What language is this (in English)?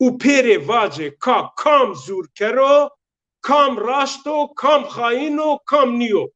Zaza